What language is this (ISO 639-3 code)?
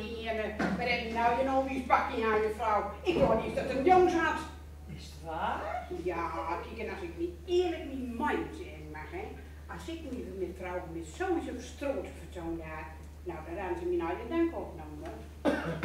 gos